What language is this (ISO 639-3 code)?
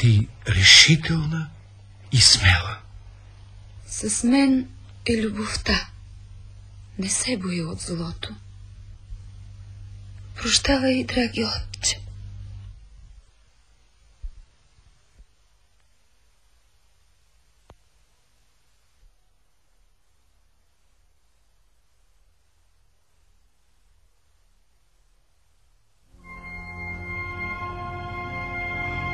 bul